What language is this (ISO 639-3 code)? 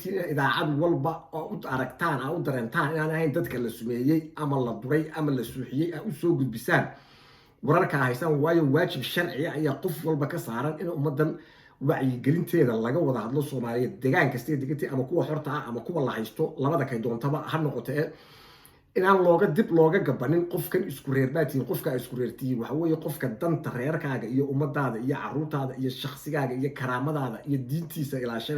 som